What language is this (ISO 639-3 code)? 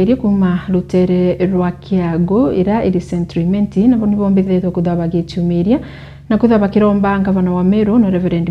mer